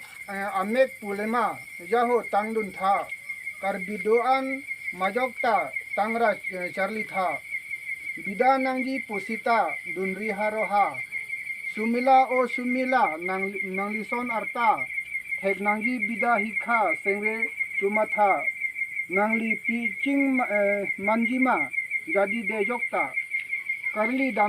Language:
Karbi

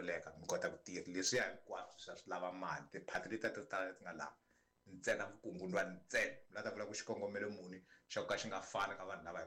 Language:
Tsonga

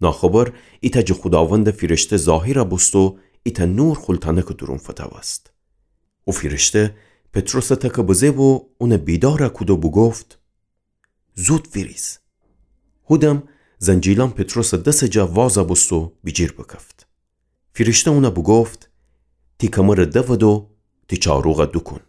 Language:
Gilaki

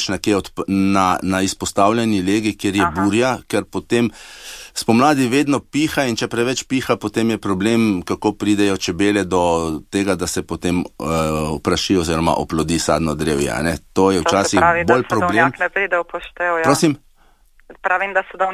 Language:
Slovenian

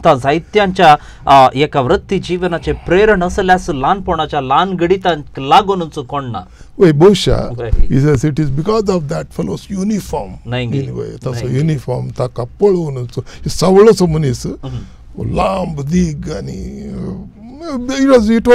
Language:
Konkani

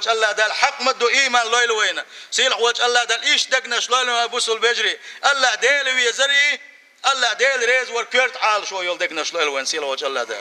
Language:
Chechen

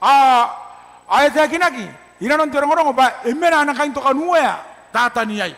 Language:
Gilbertese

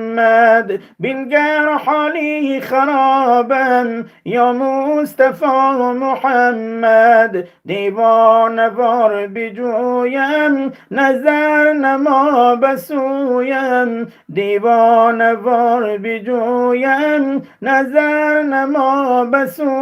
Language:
Tajik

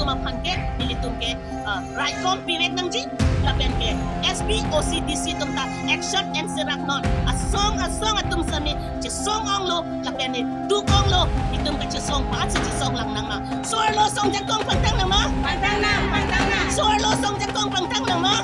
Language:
Karbi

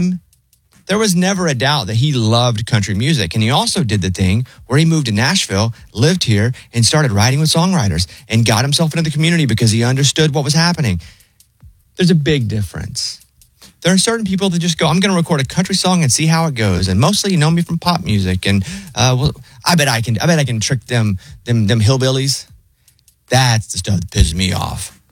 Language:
English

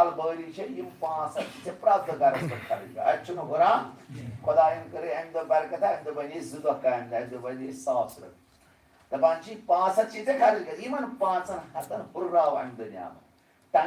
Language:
Kashmiri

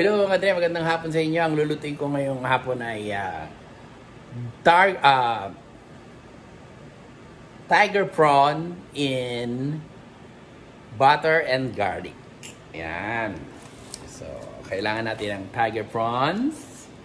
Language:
Filipino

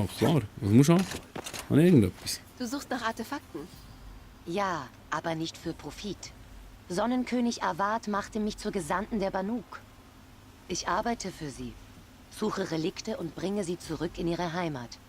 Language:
Swiss German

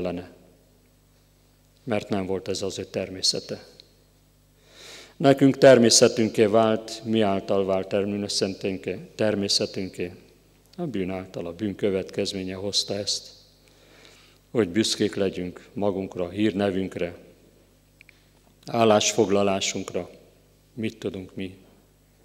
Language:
Hungarian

